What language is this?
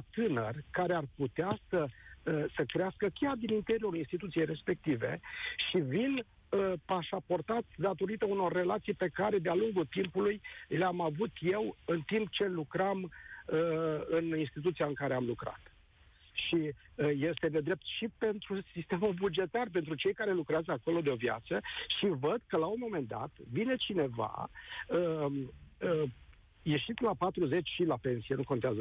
Romanian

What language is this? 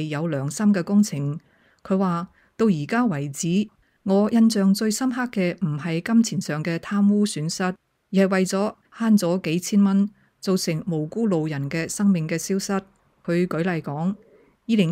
Cantonese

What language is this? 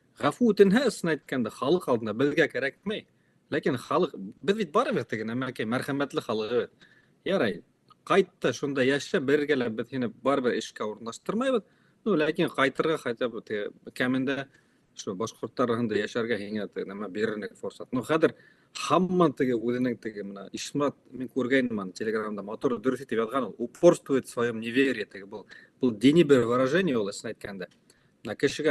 Bashkir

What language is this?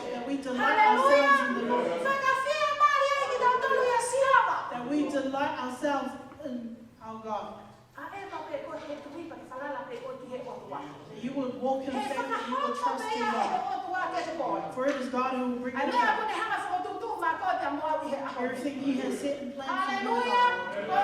Tongan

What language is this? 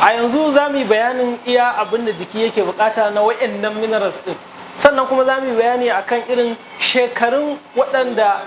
Hausa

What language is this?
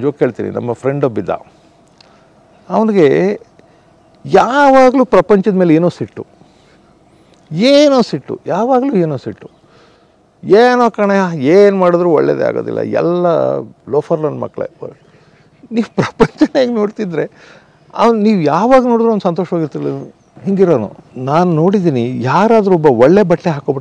Kannada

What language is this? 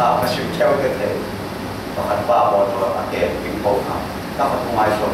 Falam Chin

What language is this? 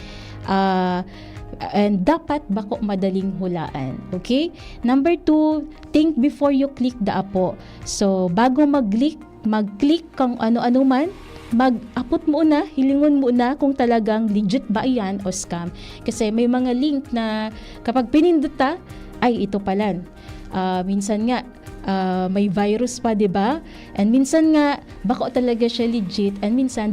Bikol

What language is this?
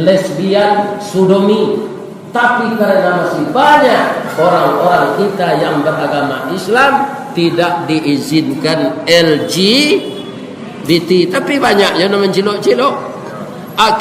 Minangkabau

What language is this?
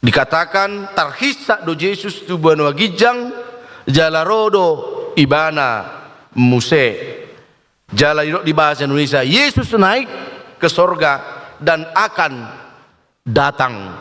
Batak Toba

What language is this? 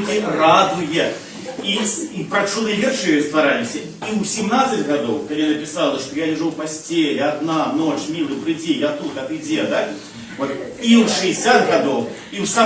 Belarusian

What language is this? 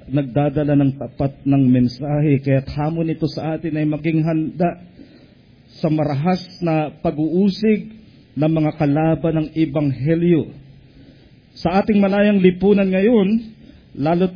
Filipino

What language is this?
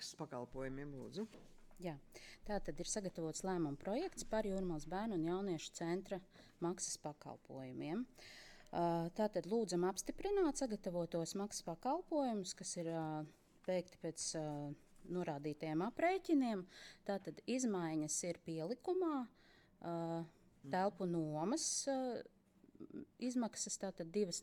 Latvian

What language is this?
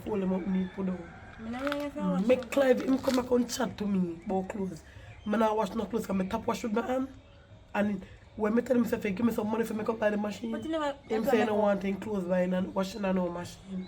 Jamaican Creole English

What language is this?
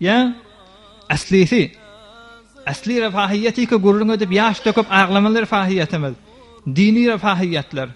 Turkmen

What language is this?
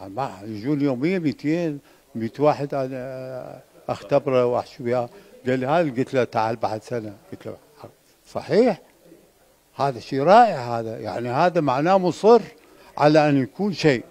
Mesopotamian Arabic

